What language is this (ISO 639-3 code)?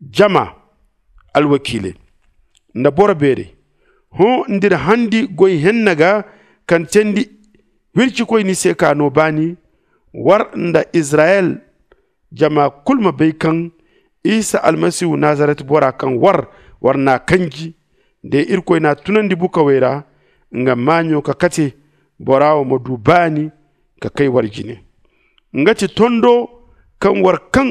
dje